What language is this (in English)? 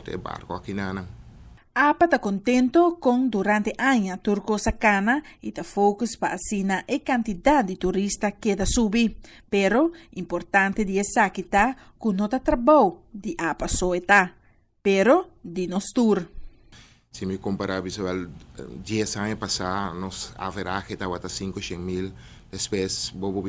Papiamento